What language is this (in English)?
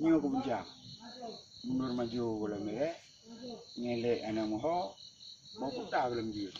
Achinese